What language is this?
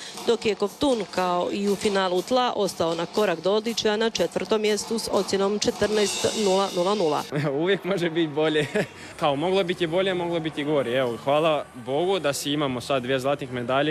Croatian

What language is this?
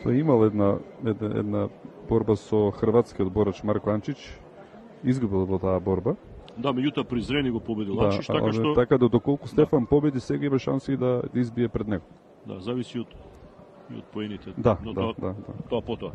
Macedonian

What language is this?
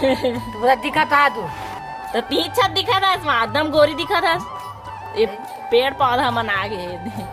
Chhattisgarhi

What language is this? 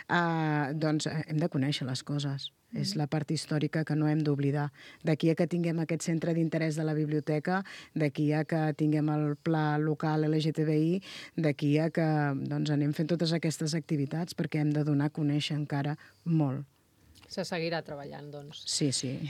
Catalan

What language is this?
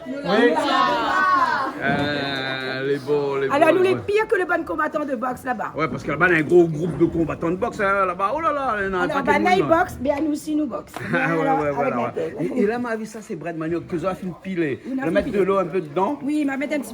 Réunion Creole French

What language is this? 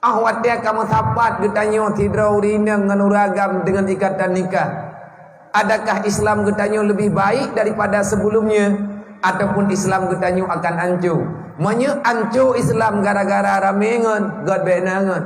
Achinese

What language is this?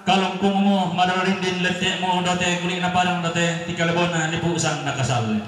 Toraja-Sa'dan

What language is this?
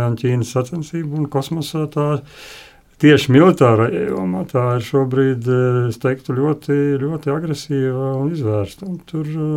Latvian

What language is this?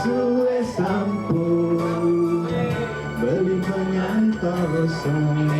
Balinese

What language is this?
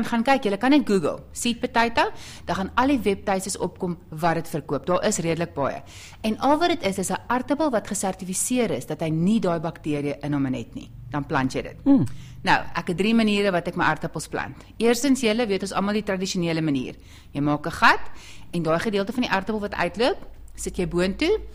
Afrikaans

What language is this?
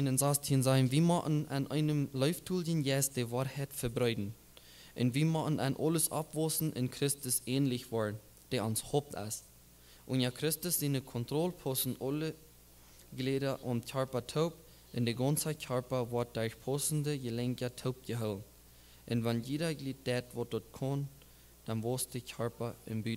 Plautdietsch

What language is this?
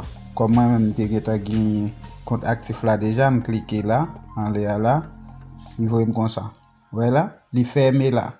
Haitian Creole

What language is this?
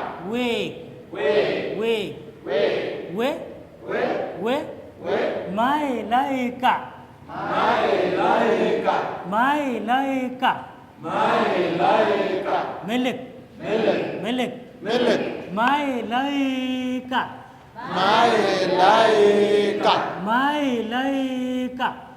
Dinka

